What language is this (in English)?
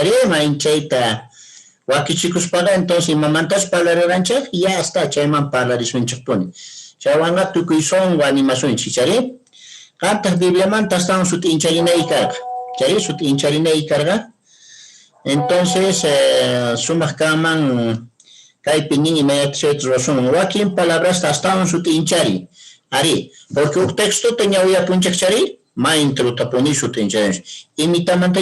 Quechua